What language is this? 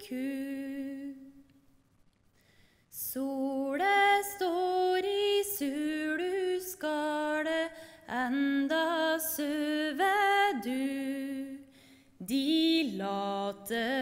Norwegian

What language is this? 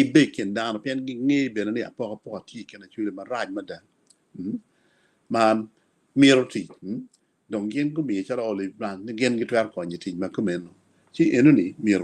Acoli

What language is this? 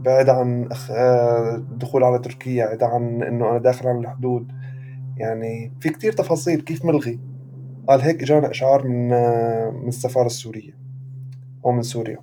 North Levantine Arabic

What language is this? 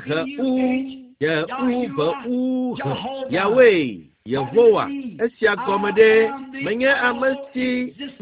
Ewe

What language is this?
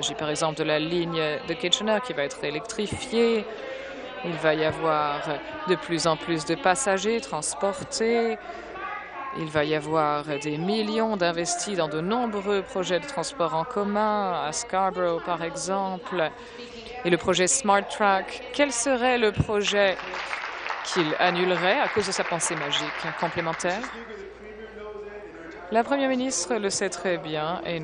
French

